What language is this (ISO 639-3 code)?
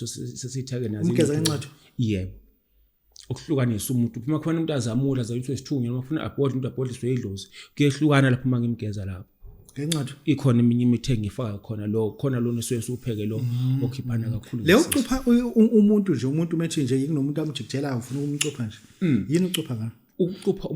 zul